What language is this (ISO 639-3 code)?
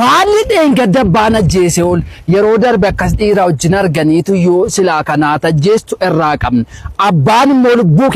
orm